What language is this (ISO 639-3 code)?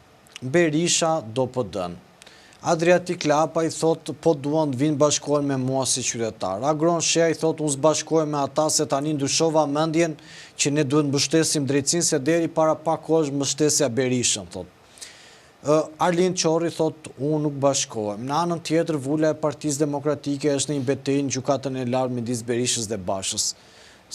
sqi